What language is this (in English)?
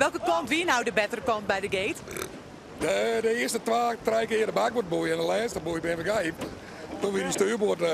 Western Frisian